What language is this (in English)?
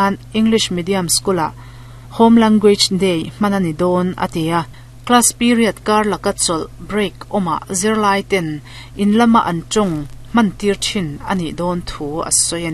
Mizo